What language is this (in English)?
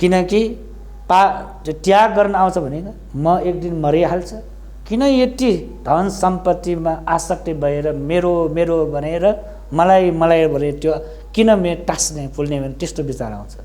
Nepali